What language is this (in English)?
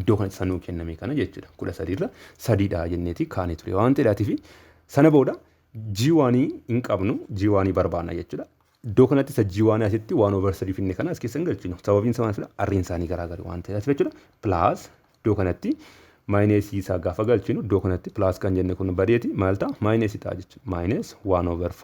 Oromo